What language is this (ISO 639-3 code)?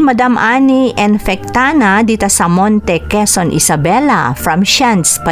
ilo